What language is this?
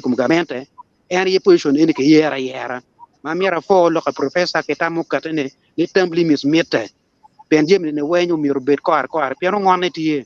Acoli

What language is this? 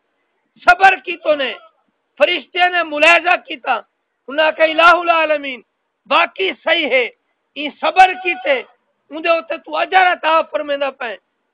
Saraiki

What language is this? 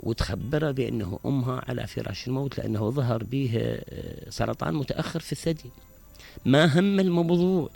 Mesopotamian Arabic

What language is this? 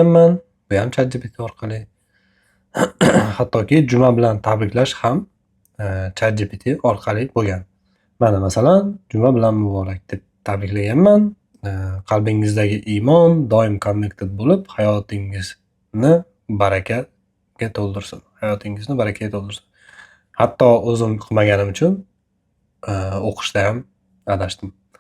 Uzbek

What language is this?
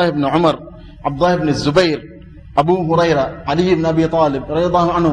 Divehi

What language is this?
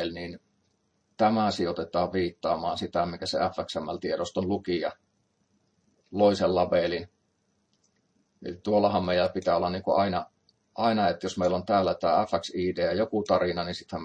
Finnish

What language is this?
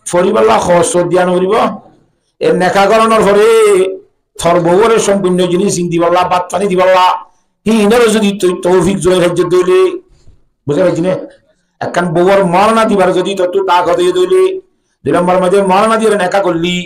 Rohingya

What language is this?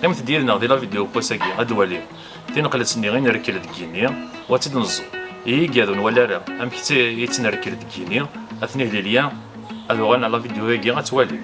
Kabyle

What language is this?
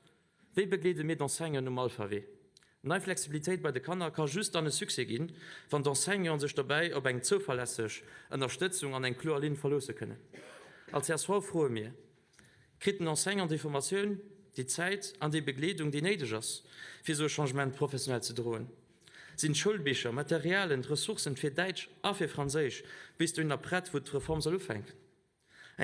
Luxembourgish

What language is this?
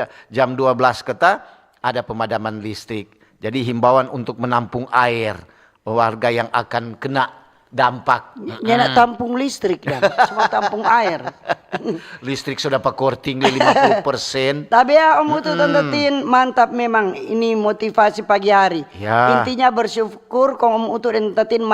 Manado Malay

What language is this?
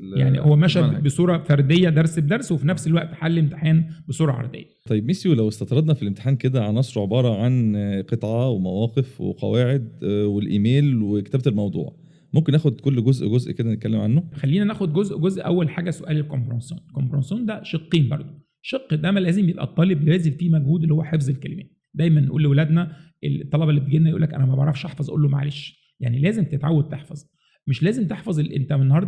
Egyptian Arabic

